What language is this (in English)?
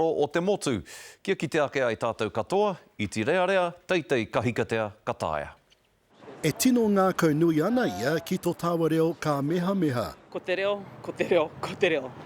Māori